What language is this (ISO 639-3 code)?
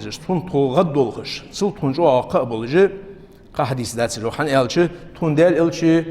inh